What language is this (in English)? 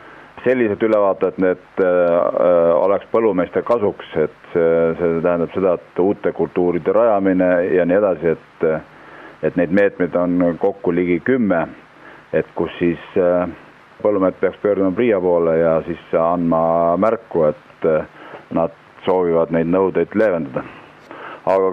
Estonian